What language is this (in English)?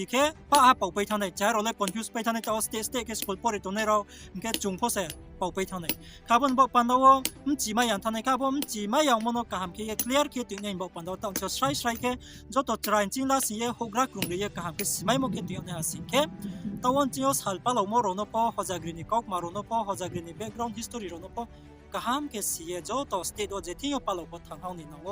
Riang (India)